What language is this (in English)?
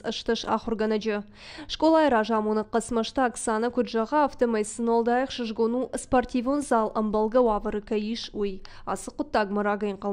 Ossetic